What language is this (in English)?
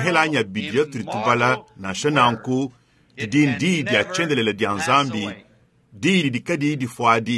Luba-Lulua